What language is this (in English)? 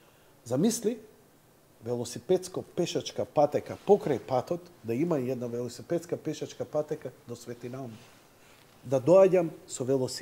Macedonian